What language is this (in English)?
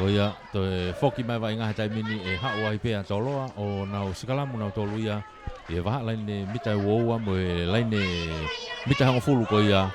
Tongan